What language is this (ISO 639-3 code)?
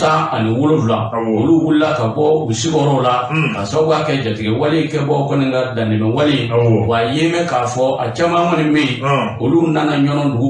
bam